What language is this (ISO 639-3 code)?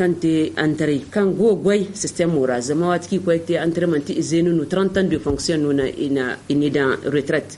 dje